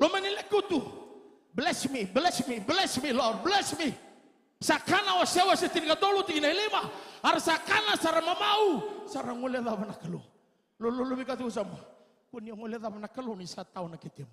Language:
Fijian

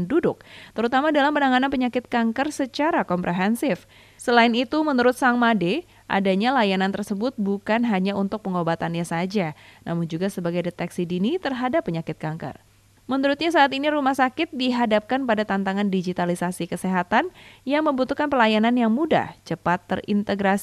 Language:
Indonesian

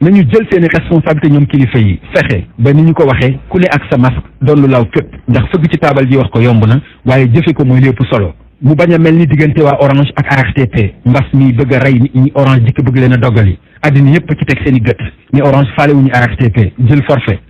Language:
Wolof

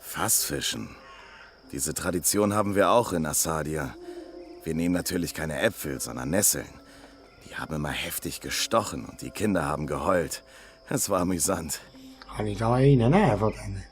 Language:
Swiss German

